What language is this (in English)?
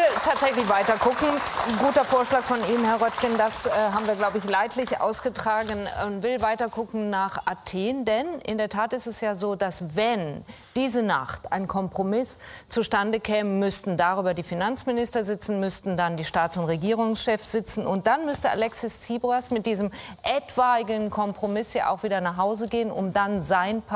German